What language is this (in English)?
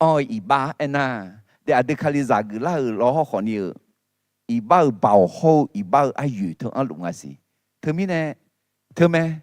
Akha